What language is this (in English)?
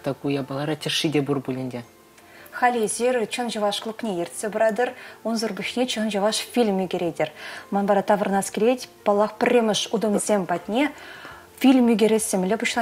Chuvash